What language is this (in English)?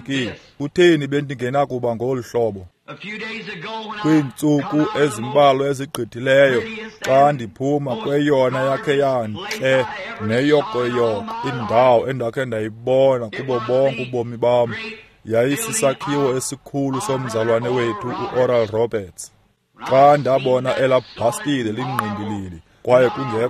Xhosa